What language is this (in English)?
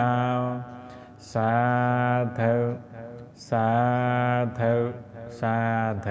Pali